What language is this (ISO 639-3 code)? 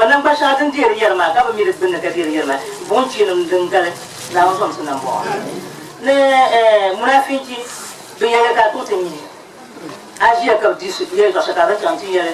dag